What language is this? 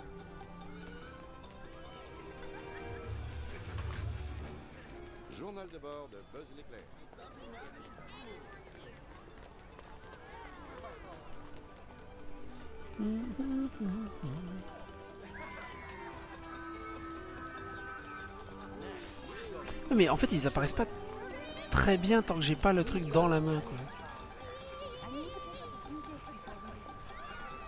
French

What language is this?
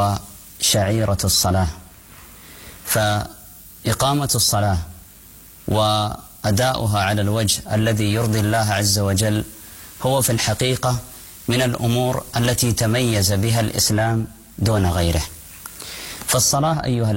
Arabic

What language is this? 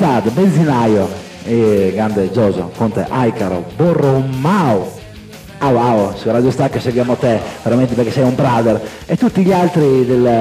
Italian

